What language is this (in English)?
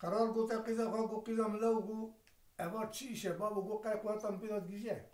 Kurdish